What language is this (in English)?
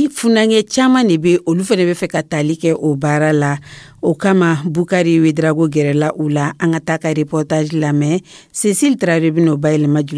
Dyula